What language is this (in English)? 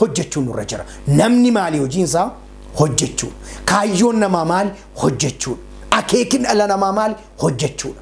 Oromo